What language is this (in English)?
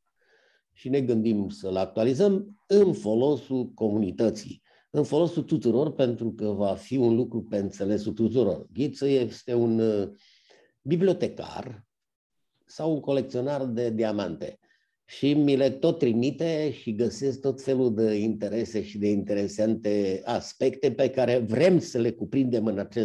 Romanian